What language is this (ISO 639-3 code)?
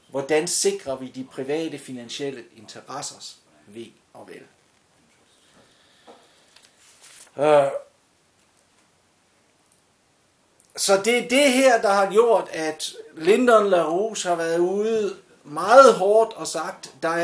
dan